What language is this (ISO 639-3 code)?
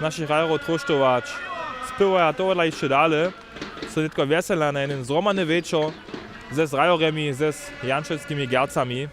hsb